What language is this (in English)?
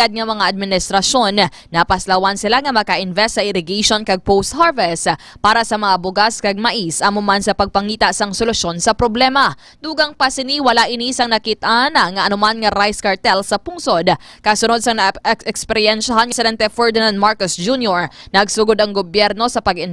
Hiligaynon